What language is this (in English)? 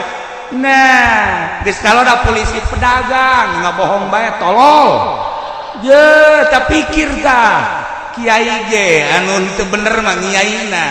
Sundanese